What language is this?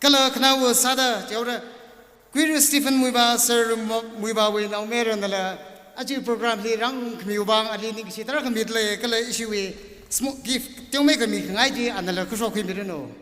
Tangkhul Naga (India)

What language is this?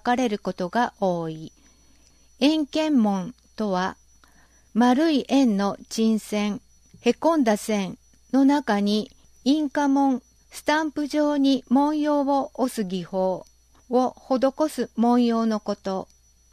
Japanese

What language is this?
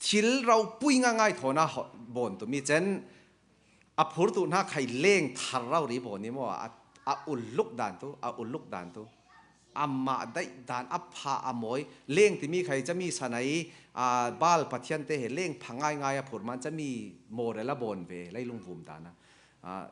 Falam Chin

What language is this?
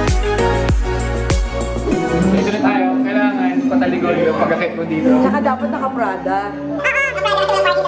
Filipino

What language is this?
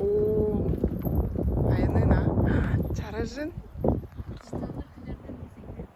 Tuvinian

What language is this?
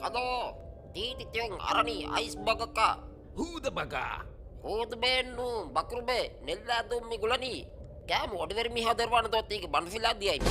Divehi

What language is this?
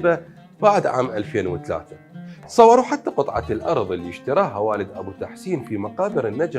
Mesopotamian Arabic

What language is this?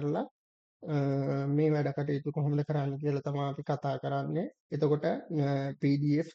Sinhala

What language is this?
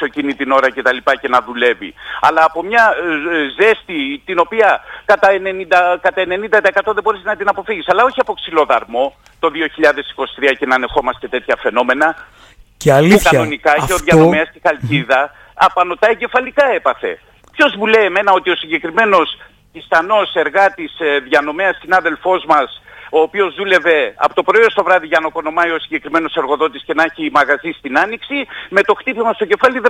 Greek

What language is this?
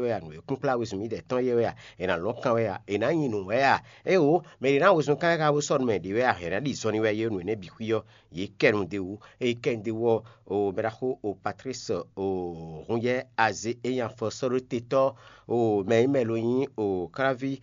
Fon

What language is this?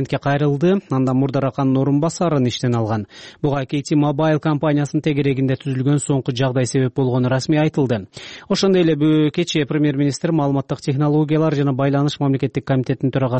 Kyrgyz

